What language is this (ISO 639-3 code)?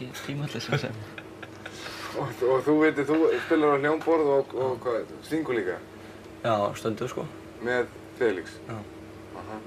isl